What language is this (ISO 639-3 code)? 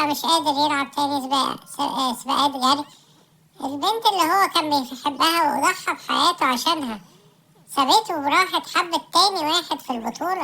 arz